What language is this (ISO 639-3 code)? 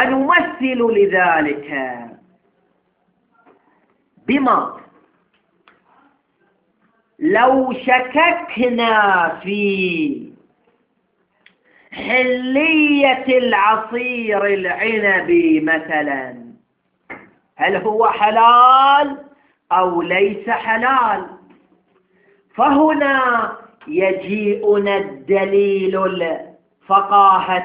ara